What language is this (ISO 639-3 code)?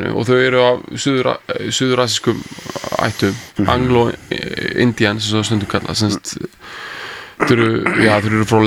isl